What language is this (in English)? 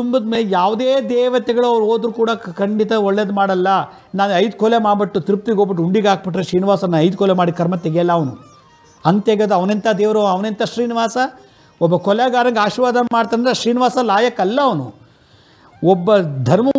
Kannada